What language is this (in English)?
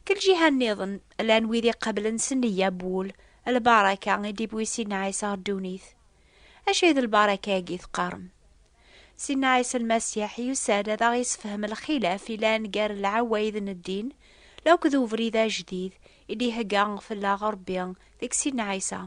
Kabyle